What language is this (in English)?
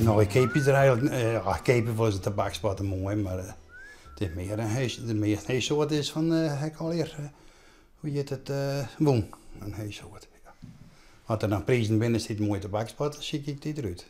Western Frisian